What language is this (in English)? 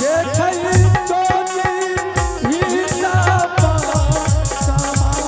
Angika